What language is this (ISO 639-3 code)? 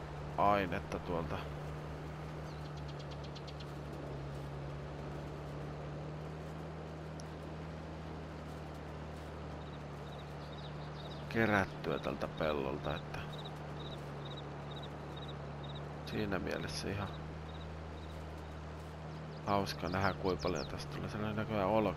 fin